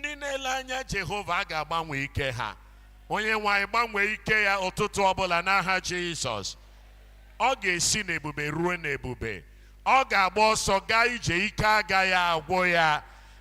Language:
Igbo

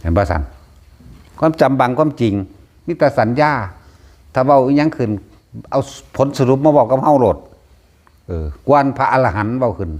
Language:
Northeastern Thai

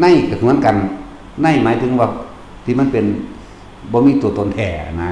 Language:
Lao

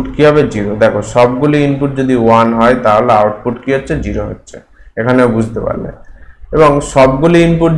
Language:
Bangla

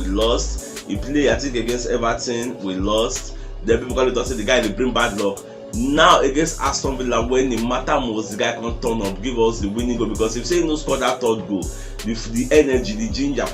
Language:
Nigerian Pidgin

